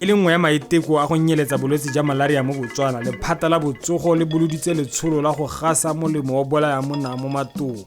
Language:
Tswana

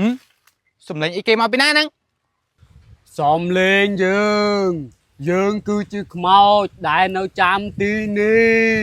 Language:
Khmer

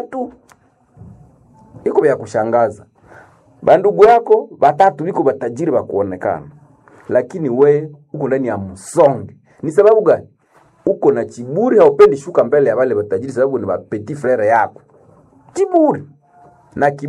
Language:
Swahili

